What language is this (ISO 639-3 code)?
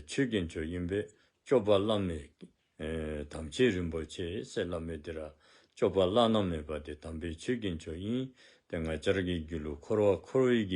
dzo